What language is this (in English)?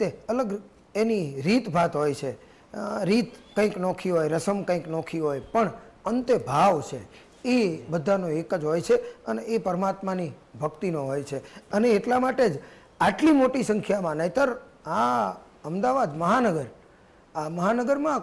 Gujarati